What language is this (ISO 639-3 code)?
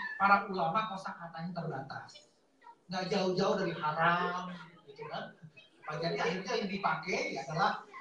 ind